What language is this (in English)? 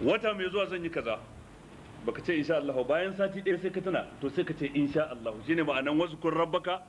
Hausa